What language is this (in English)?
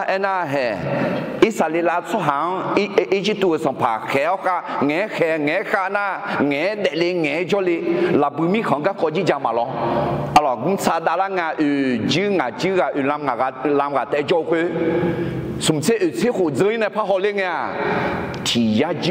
Akha